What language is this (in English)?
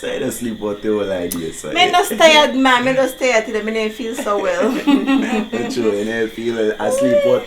Jamaican Creole English